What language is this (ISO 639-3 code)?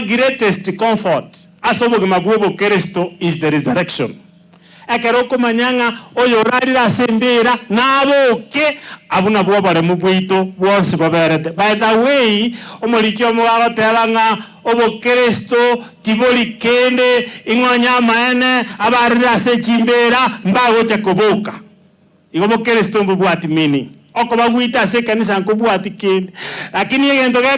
guz